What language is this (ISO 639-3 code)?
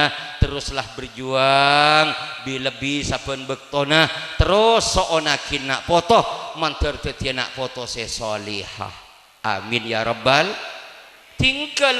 mad